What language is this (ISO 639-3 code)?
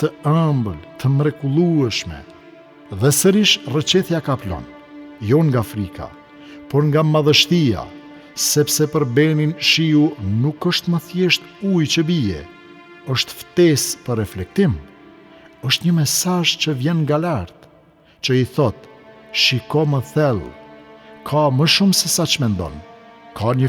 sqi